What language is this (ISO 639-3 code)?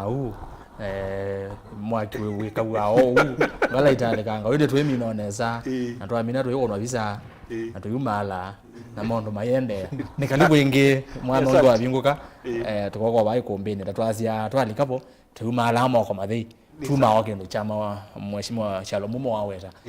kam